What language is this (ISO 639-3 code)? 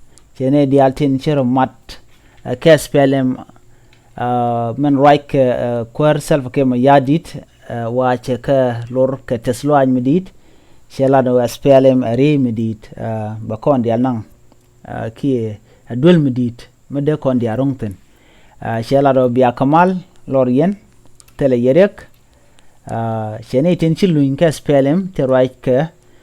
nus